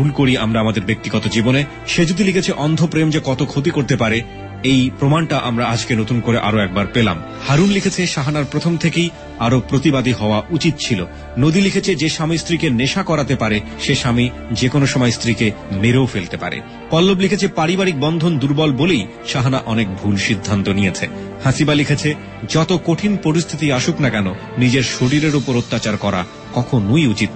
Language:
Bangla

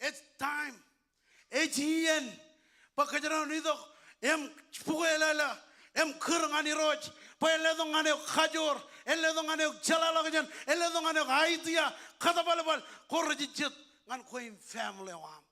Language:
Marshallese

